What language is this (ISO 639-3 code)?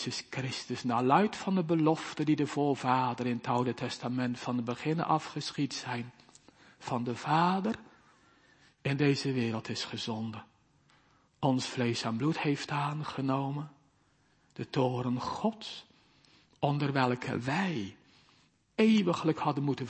nld